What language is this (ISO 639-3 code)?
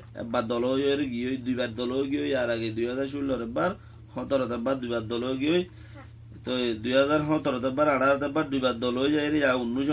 rhg